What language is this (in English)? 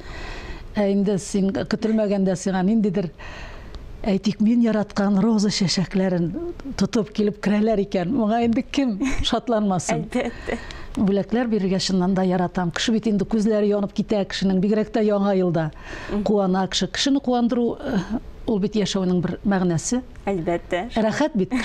Tatar